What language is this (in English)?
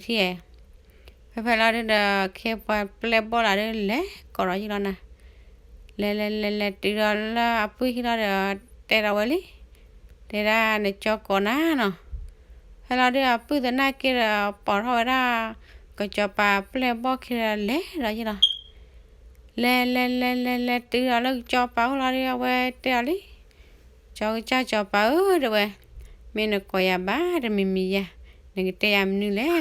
S'gaw Karen